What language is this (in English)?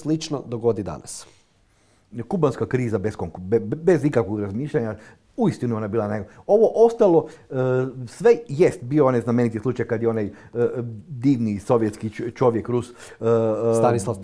Croatian